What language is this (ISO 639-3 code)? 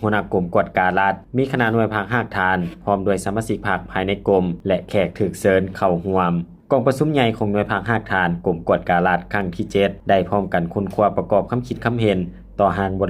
lao